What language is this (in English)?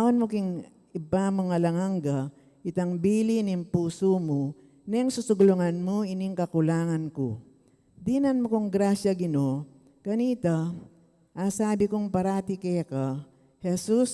Pampanga